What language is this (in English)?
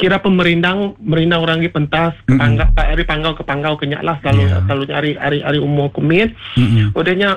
Iban